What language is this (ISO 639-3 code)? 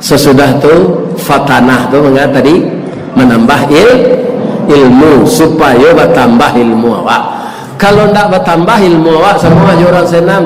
min